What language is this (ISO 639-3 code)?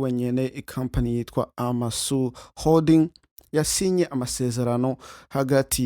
run